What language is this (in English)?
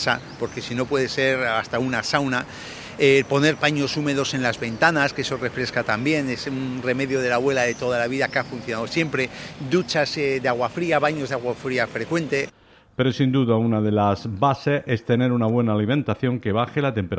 Spanish